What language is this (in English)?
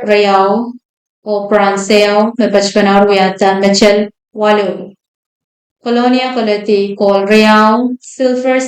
Pohnpeian